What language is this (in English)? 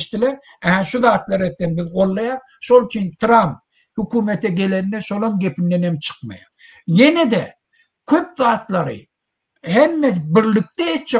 Turkmen